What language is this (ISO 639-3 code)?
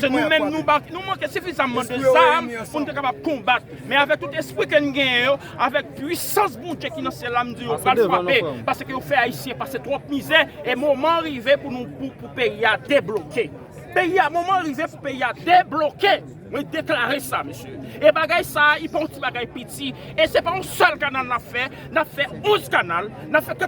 hat